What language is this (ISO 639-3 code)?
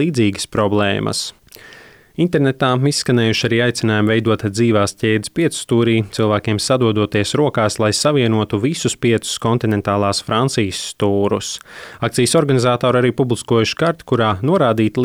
lav